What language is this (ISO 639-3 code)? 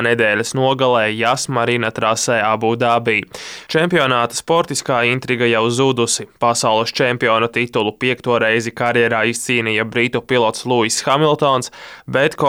lav